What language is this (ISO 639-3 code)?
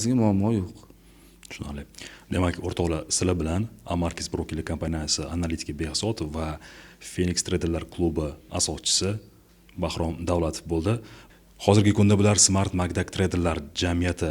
uzb